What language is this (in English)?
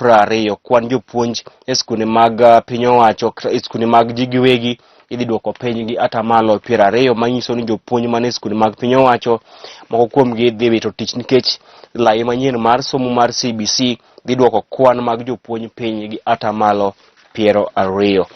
Luo (Kenya and Tanzania)